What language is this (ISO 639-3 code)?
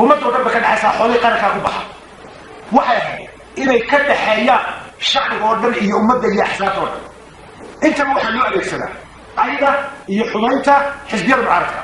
som